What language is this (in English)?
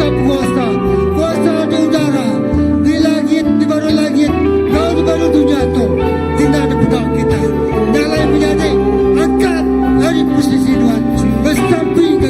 Iban